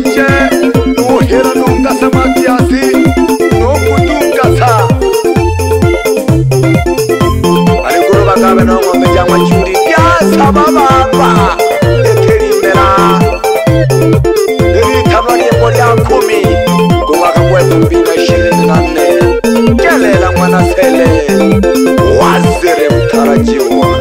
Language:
Swahili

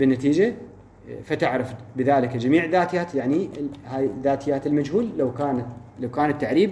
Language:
Mesopotamian Arabic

